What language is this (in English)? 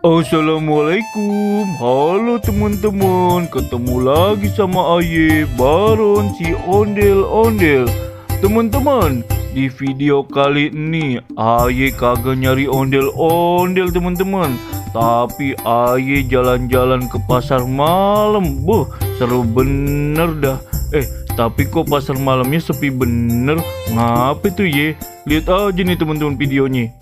Betawi